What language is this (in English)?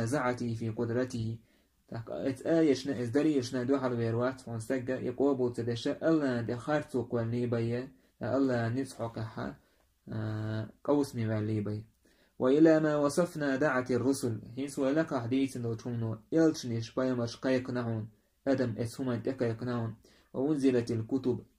Chechen